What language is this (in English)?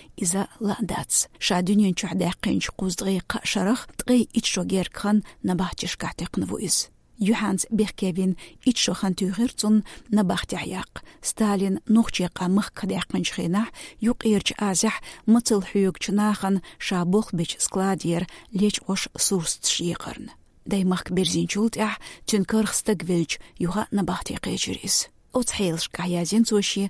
Chechen